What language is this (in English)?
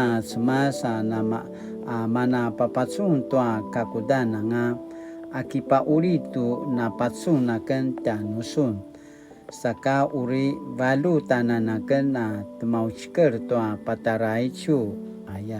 Paiwan